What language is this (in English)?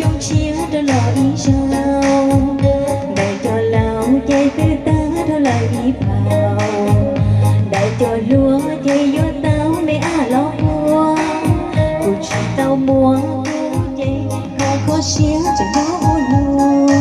Hmong